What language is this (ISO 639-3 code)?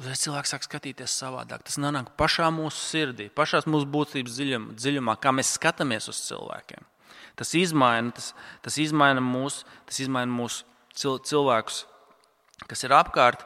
lav